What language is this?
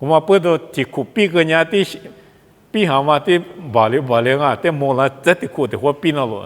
Lisu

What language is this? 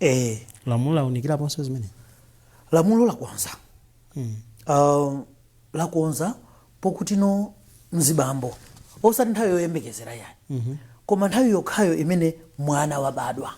Nyanja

